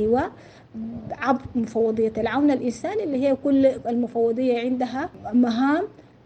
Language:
Sudanese Arabic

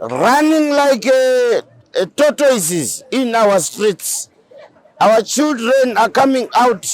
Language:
Shona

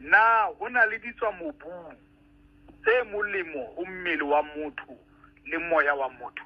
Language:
Southern Sotho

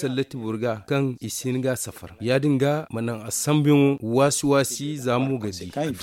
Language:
Zarma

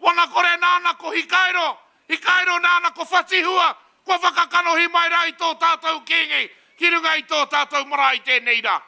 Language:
Māori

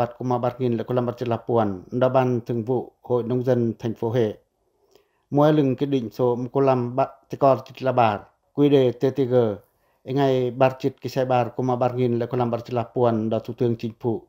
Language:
Pacoh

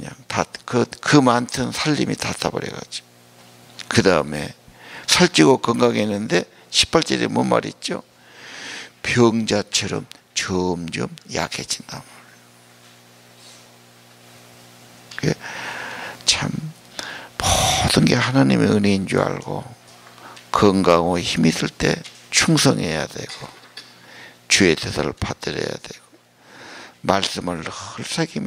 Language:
Korean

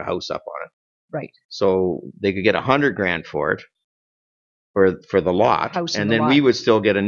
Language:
English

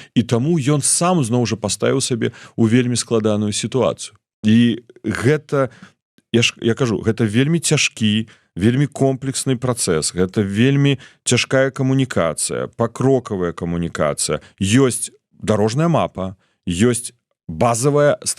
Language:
Belarusian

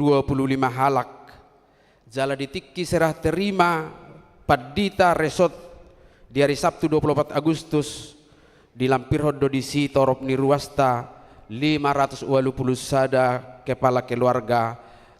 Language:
Batak Toba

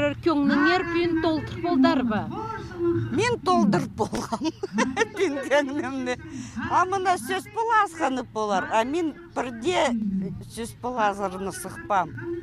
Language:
Khakas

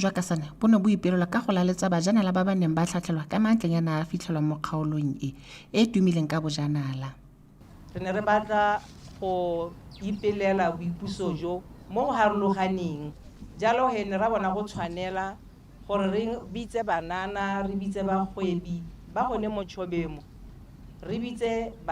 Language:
Tswana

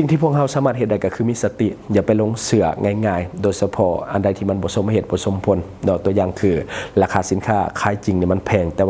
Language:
Lao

